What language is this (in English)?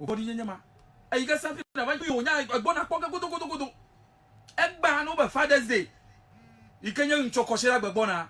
Ewe